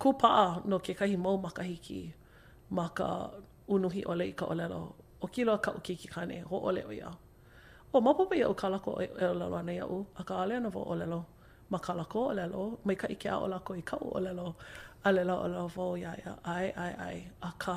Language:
Hawaiian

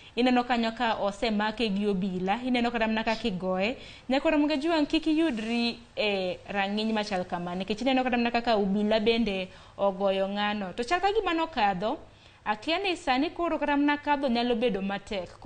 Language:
Luo (Kenya and Tanzania)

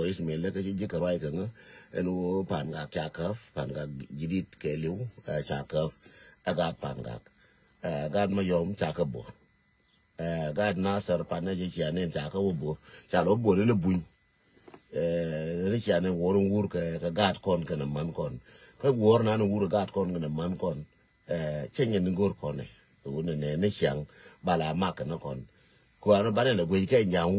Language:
Nuer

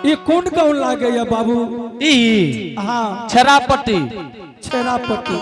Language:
Angika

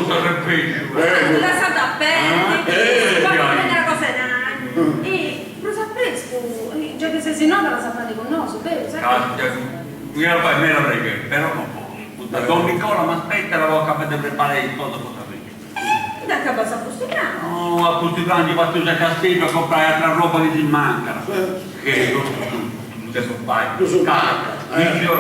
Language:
Sardinian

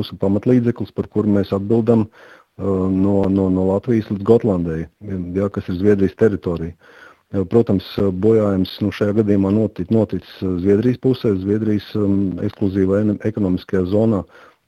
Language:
Latvian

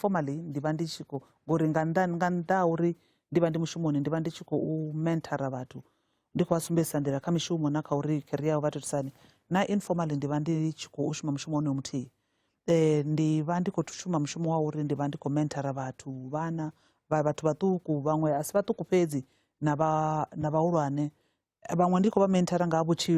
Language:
Venda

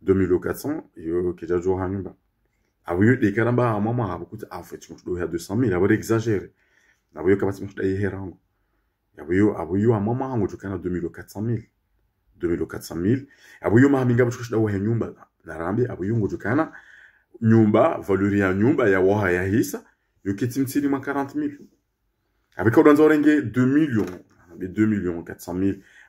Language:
Ngazidja Comorian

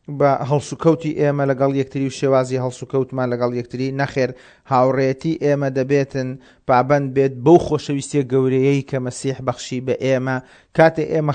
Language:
Central Kurdish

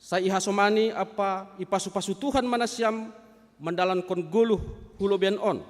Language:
Batak Simalungun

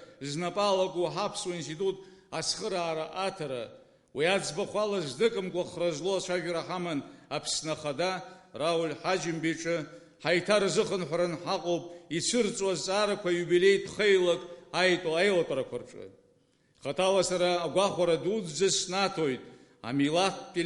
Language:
Abkhazian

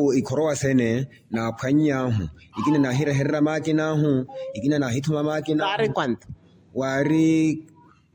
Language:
Makhuwa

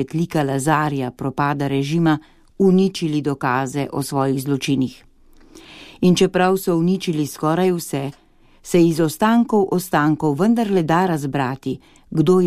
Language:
Slovenian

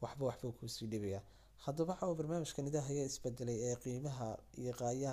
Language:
Somali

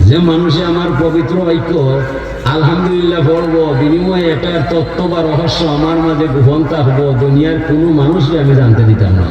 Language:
Sylheti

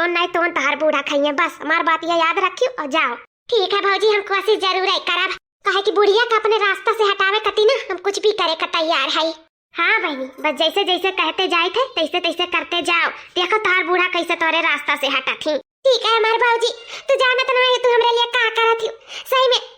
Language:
Awadhi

